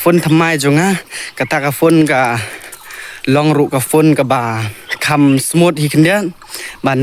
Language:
Khasi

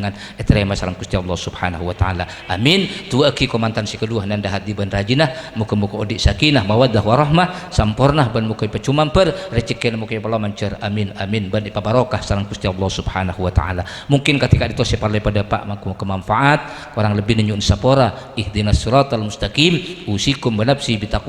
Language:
Madurese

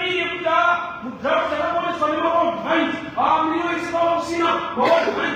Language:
Shona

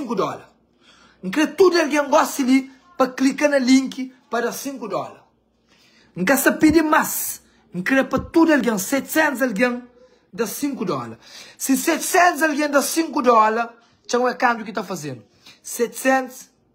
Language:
Kabuverdianu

